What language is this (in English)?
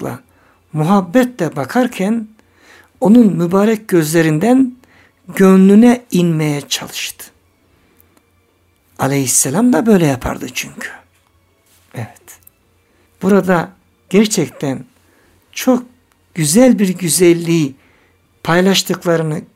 Turkish